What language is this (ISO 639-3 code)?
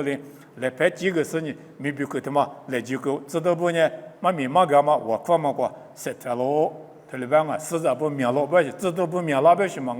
lis